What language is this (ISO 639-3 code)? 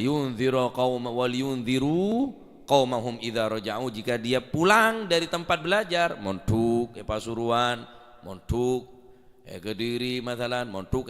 mad